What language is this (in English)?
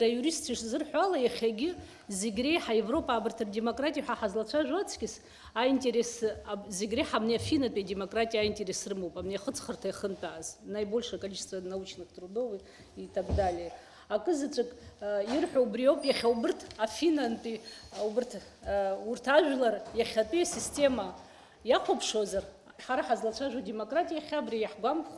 Abkhazian